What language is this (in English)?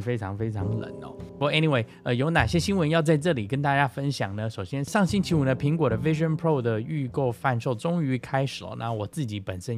Chinese